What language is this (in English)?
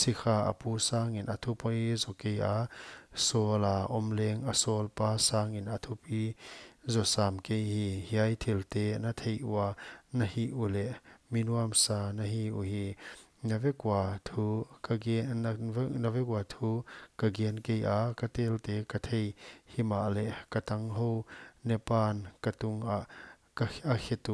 Paite Chin